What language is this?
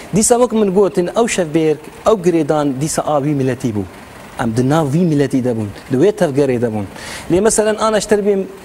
Kurdish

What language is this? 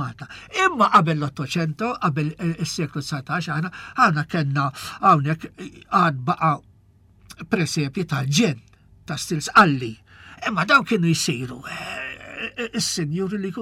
Maltese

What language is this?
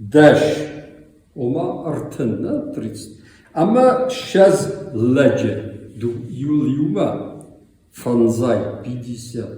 Ossetic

